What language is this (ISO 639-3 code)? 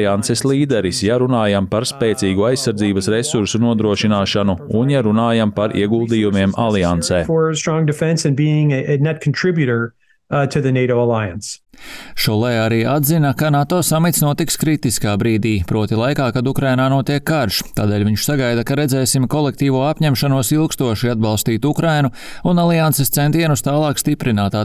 lav